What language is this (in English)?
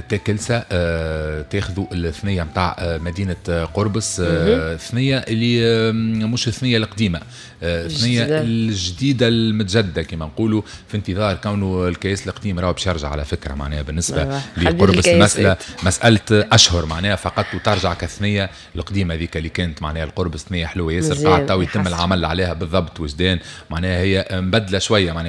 Tunisian Arabic